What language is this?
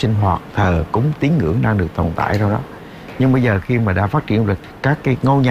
Vietnamese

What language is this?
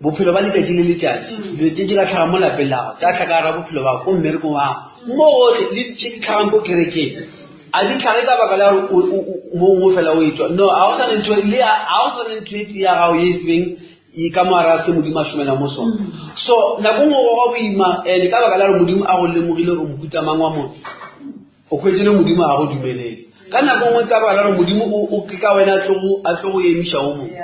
Northern Sotho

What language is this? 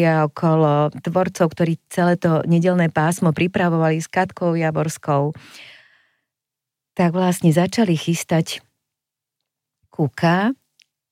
Slovak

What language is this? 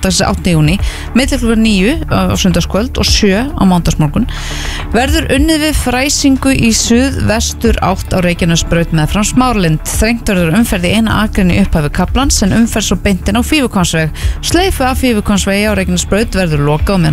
Icelandic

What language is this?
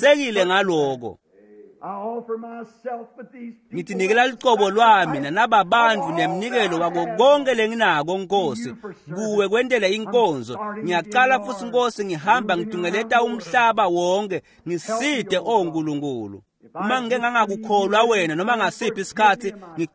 Swati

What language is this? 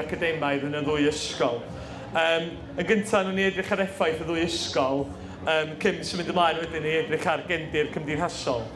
Welsh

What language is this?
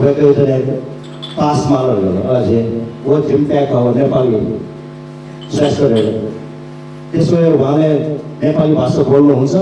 Newari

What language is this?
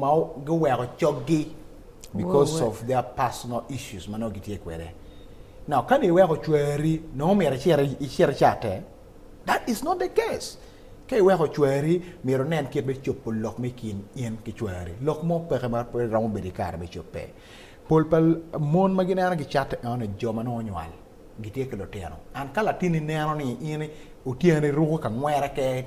Acoli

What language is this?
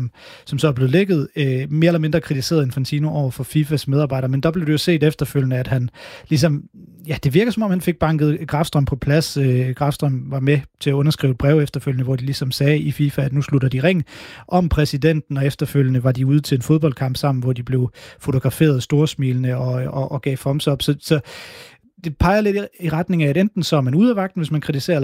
Danish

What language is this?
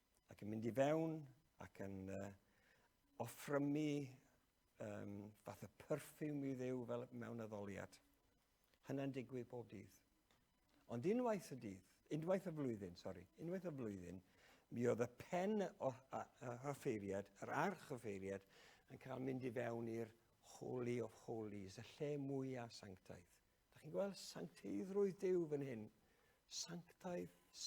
Welsh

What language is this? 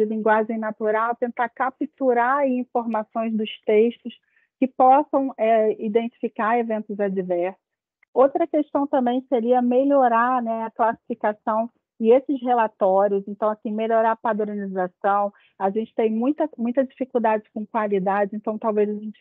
Portuguese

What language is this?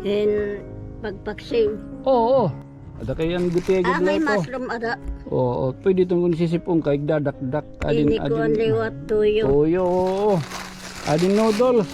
Waray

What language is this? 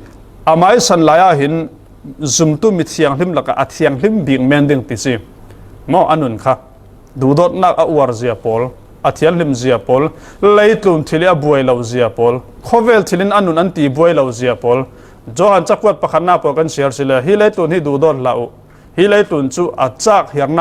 Falam Chin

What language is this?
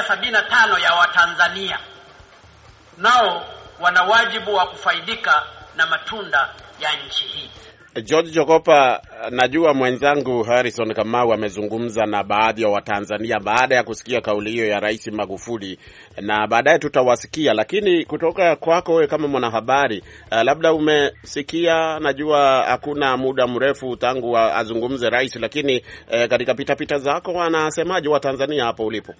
Swahili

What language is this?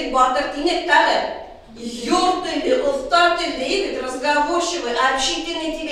Bashkir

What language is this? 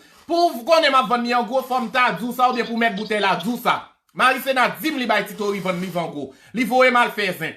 Haitian Creole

